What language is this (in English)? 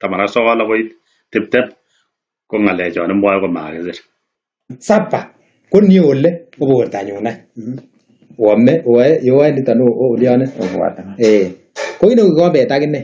Kalenjin